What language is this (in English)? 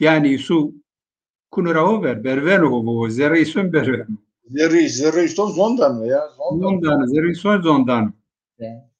Zaza